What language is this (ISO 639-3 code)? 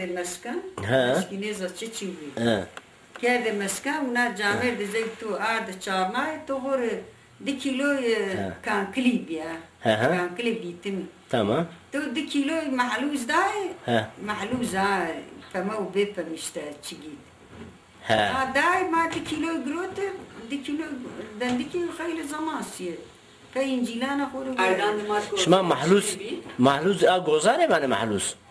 zza